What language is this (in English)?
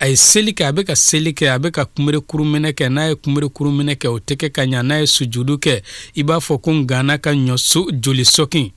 Bambara